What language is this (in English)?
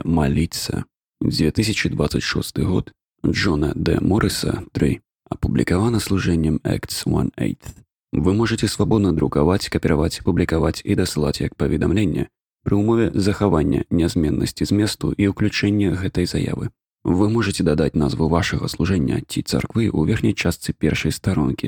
Belarusian